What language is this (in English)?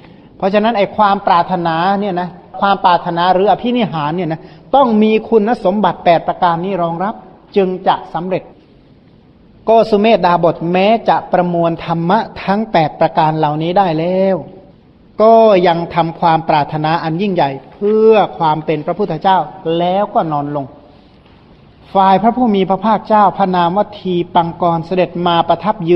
Thai